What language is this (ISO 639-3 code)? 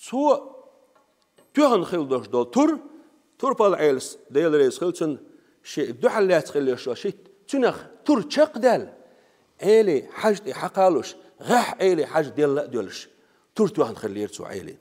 che